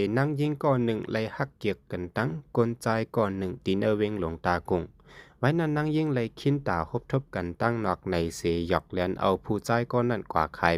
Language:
Shan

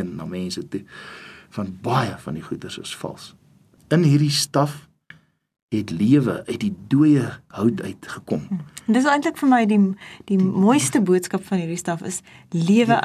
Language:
Afrikaans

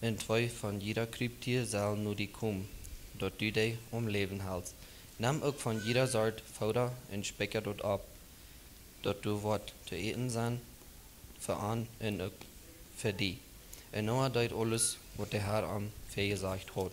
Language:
Plautdietsch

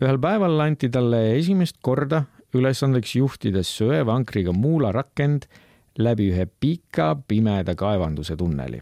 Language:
Estonian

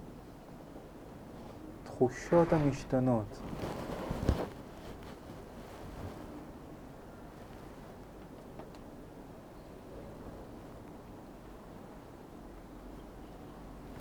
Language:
Hebrew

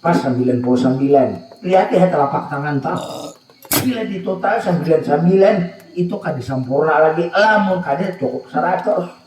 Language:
Banjar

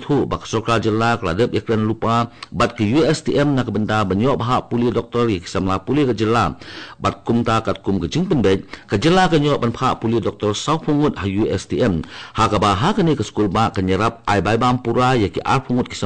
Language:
Khasi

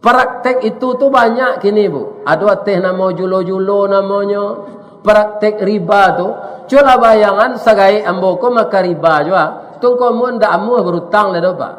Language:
Minangkabau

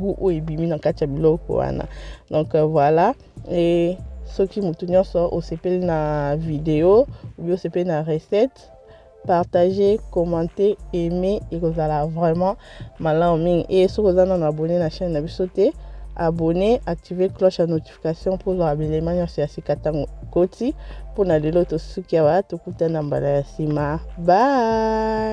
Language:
Lingala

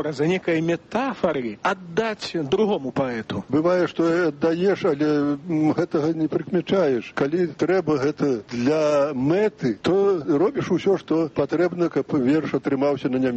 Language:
Belarusian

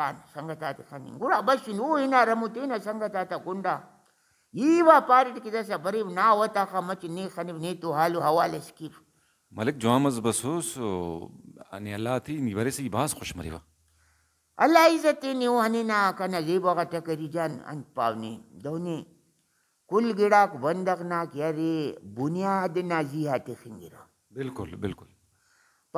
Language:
Brahui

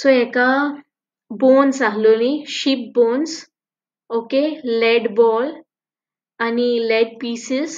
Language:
Konkani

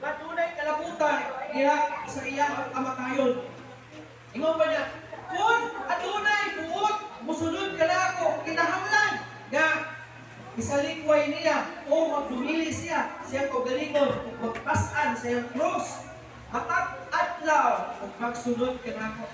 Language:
Cebuano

